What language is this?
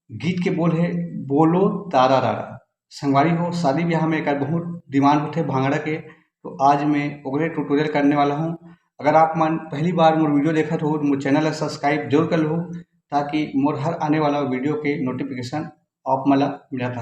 Chhattisgarhi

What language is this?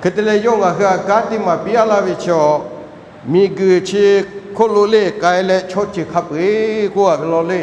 Lahu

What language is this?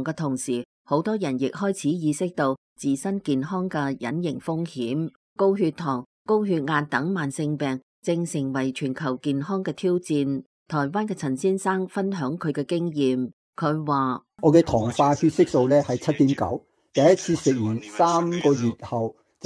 Cantonese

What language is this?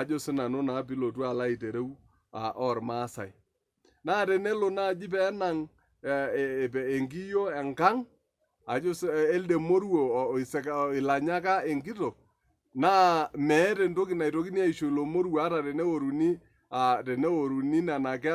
Masai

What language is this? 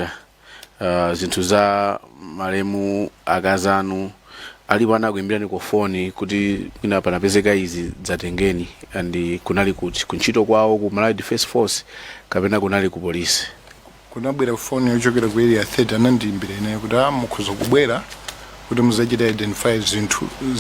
Nyanja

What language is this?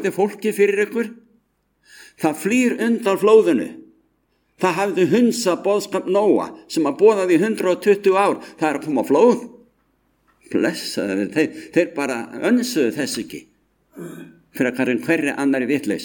Icelandic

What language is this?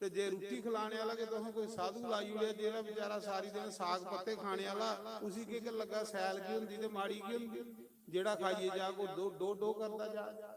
Dogri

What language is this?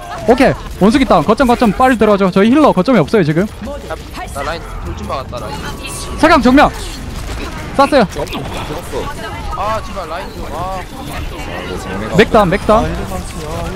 Korean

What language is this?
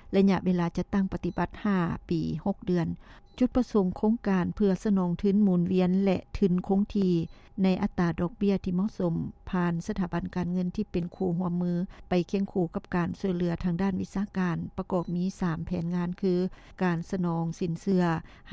Lao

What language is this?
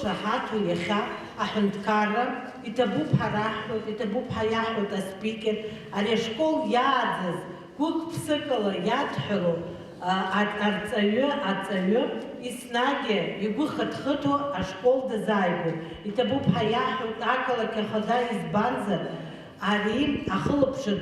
Abkhazian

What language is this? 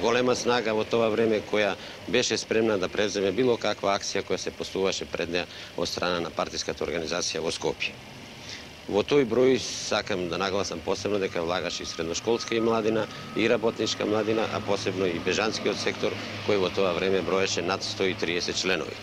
Macedonian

